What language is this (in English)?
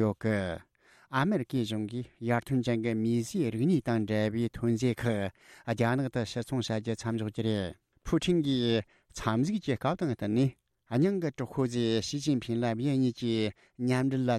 Tibetan